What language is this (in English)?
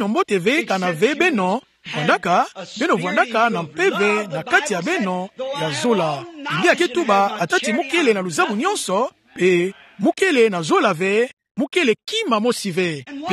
Kituba (Democratic Republic of Congo)